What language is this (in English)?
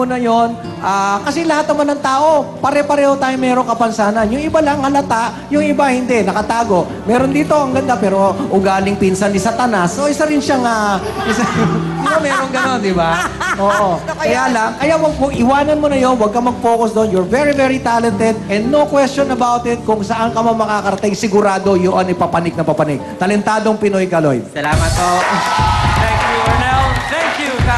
Filipino